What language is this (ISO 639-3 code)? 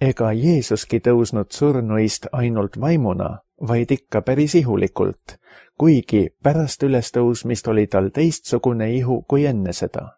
est